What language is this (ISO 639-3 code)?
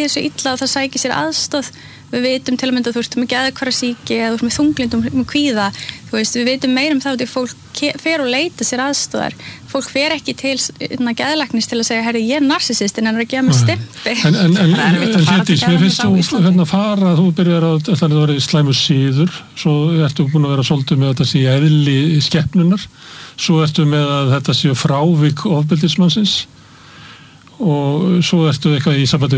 isl